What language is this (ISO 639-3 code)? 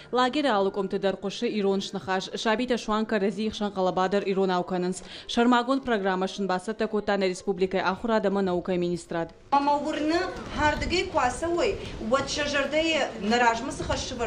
oss